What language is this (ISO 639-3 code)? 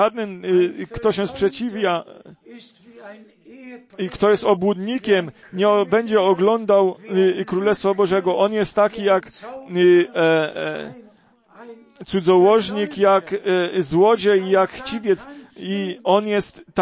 pol